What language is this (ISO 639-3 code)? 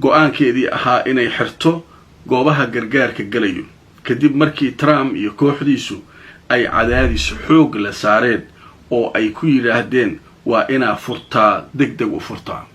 som